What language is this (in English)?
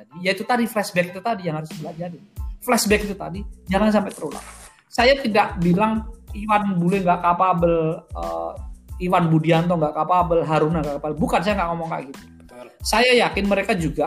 Indonesian